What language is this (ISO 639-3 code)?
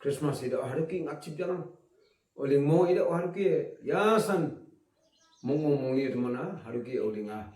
nag